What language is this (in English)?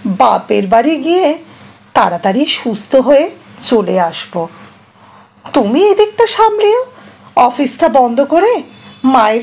Bangla